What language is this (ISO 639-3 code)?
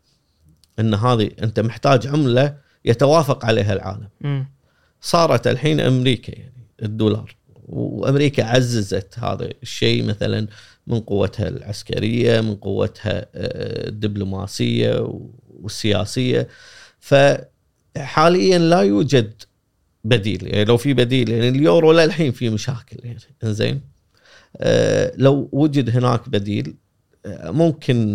afb